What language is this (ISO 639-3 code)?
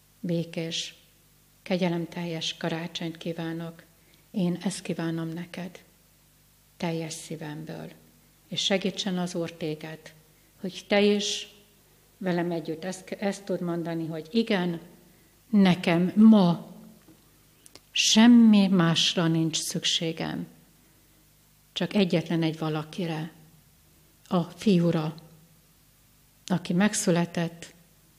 hun